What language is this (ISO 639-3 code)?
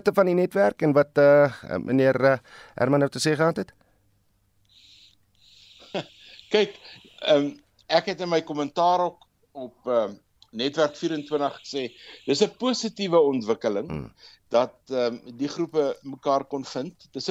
afr